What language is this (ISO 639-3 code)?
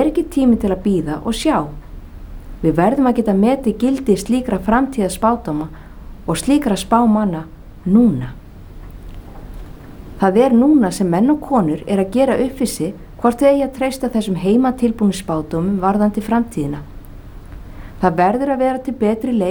isl